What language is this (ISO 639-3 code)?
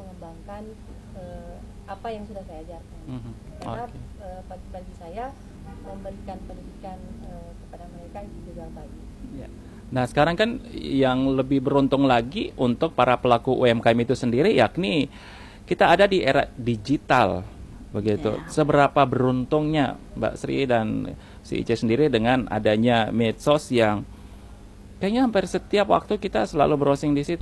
ind